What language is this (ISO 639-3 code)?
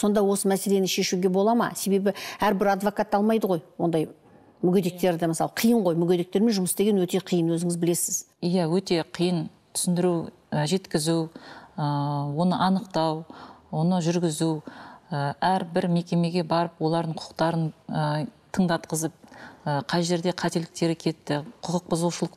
kaz